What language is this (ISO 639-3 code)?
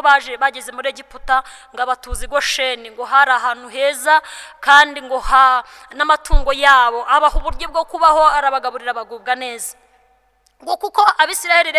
kin